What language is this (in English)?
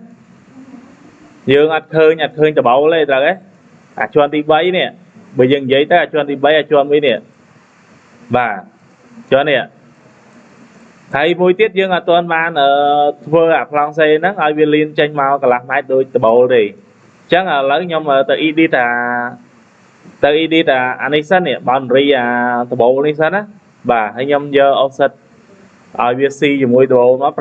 Khmer